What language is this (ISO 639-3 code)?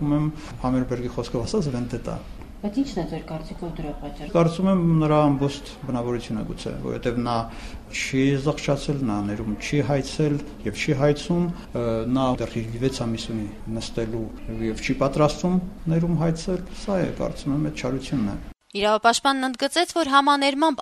hye